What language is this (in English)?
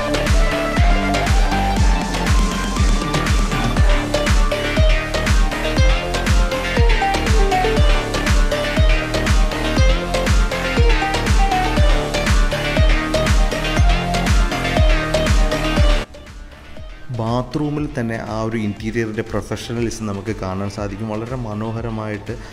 Malayalam